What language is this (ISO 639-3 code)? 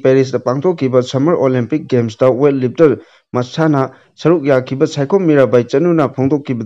mni